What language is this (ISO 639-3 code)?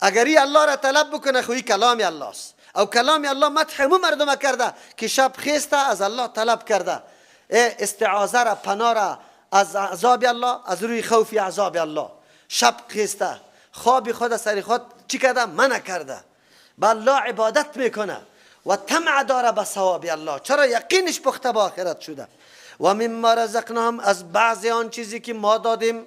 fas